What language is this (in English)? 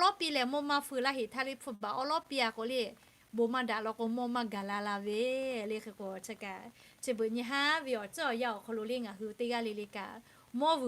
Lahu